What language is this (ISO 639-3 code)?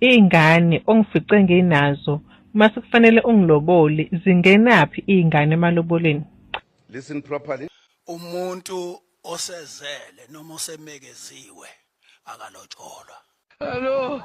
zul